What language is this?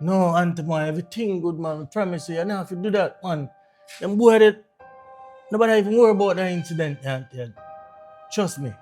Jamaican Creole English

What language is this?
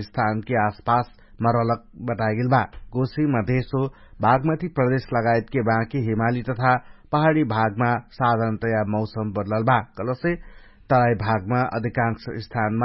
Dangaura Tharu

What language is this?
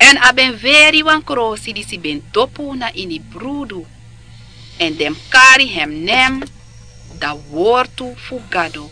Sranan Tongo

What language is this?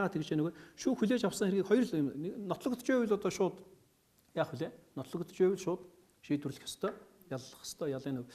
Mongolian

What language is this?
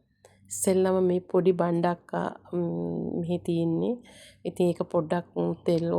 Sinhala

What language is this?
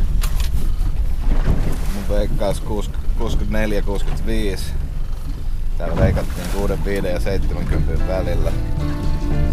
Finnish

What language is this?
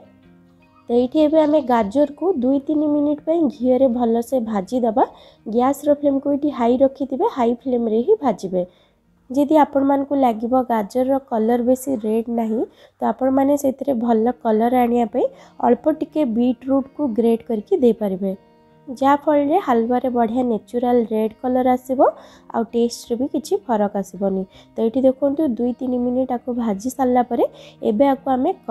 Odia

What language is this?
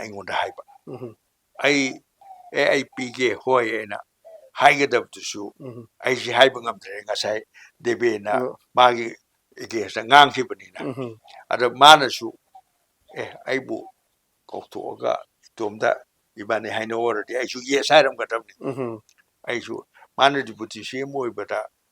Manipuri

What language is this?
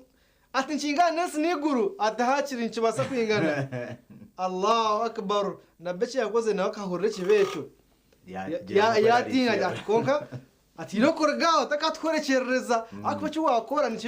Nyankole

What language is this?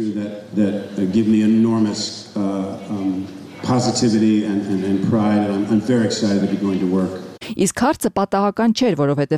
Armenian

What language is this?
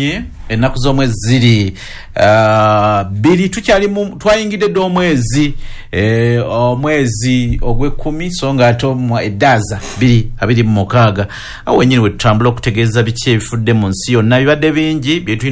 Ganda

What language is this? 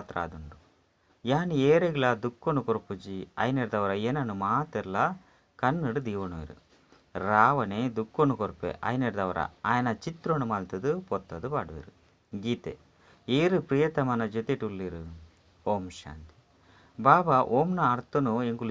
Tulu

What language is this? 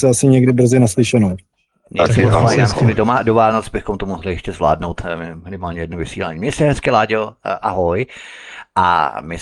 Czech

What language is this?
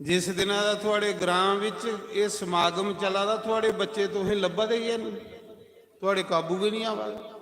Dogri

